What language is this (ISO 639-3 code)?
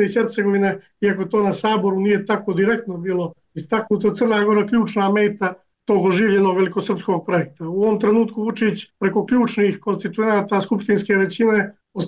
bos